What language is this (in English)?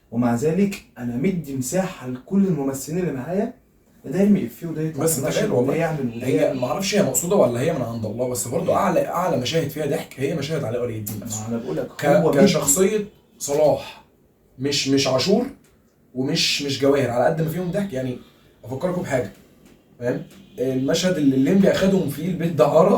Egyptian Arabic